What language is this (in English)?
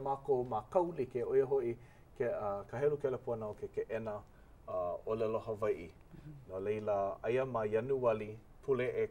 Hawaiian